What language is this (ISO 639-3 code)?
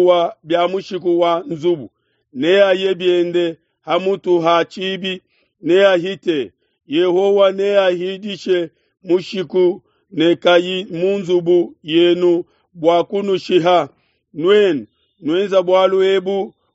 lua